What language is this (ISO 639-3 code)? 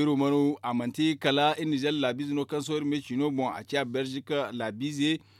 dje